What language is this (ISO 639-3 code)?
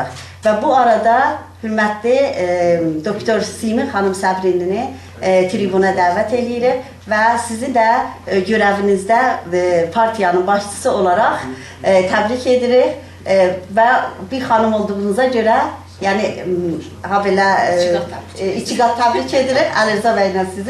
azb